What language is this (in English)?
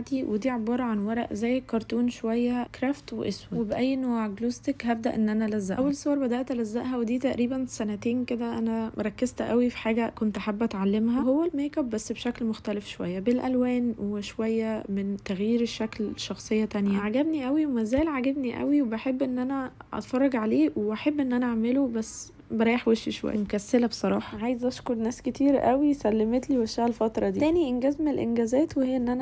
Egyptian Arabic